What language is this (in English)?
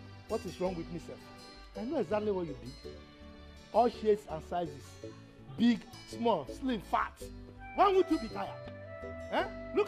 Nigerian Pidgin